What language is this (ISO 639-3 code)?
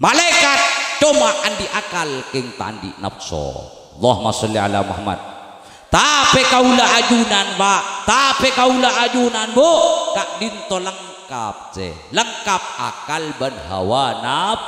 mad